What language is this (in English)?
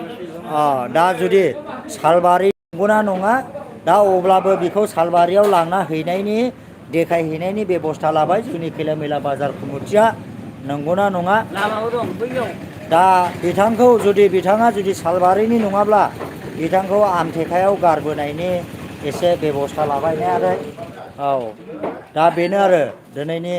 Bodo